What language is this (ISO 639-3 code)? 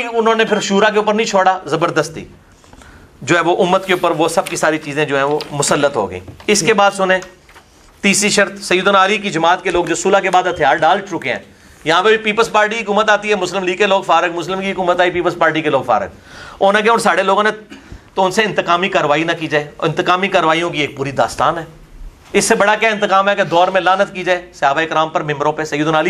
urd